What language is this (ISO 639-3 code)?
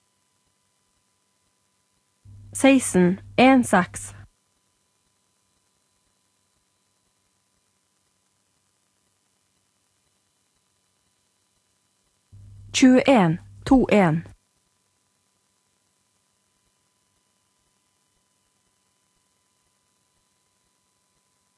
nor